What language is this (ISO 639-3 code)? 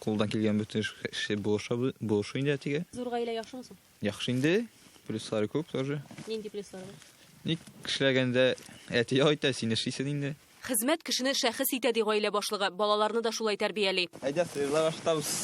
tat